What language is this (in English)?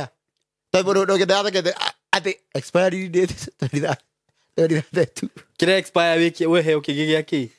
Kikuyu